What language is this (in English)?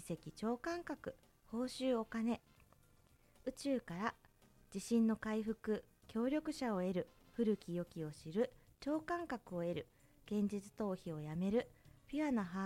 Japanese